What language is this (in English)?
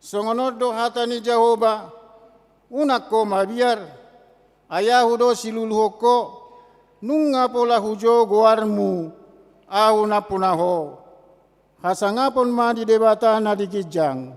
Batak Toba